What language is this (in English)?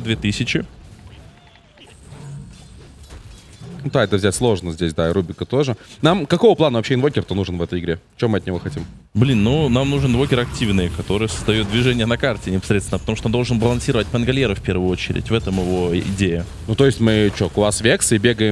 Russian